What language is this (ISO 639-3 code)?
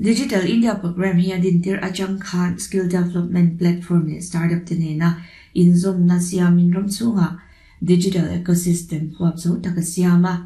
lus